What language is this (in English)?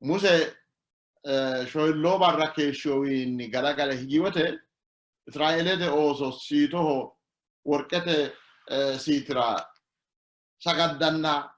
Sidamo